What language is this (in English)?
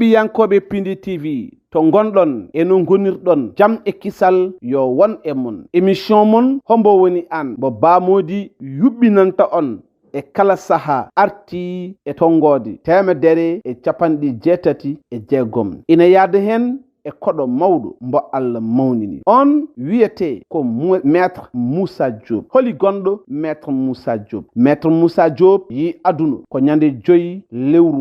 Fula